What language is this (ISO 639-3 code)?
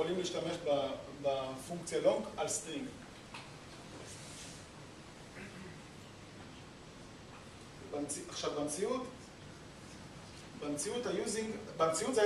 heb